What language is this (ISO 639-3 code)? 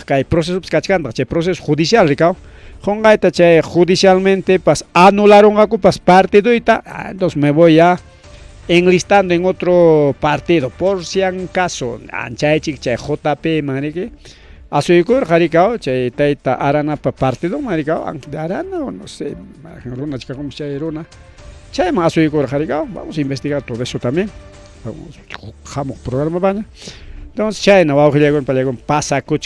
quy